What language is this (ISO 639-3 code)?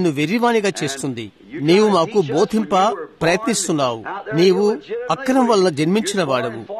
tel